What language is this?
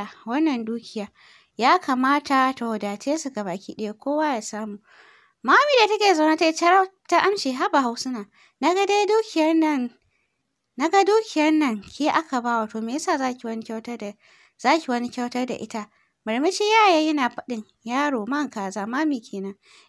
Hausa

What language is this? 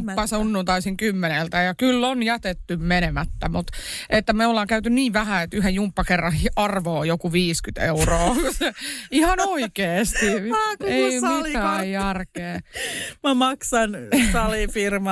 Finnish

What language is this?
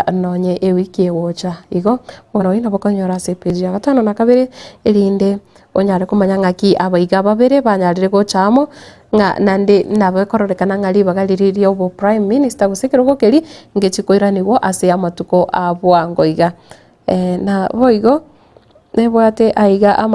Gusii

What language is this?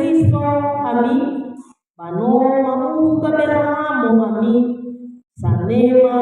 Nias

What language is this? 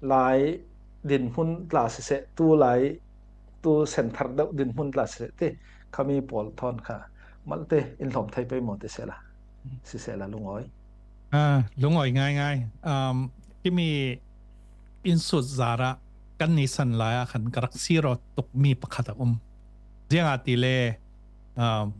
Falam Chin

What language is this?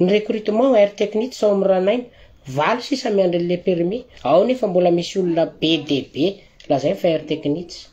Malagasy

